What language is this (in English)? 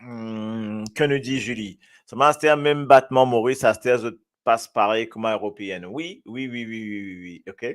Morisyen